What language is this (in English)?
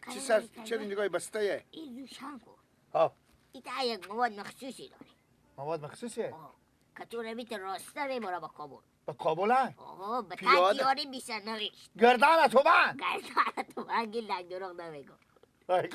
Persian